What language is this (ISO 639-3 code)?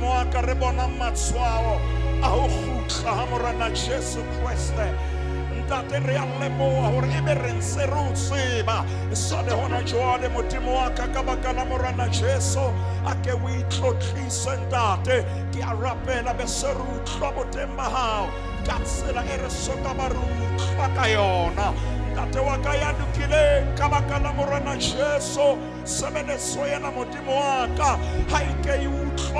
sot